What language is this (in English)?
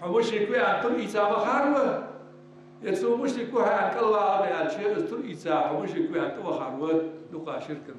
Ingush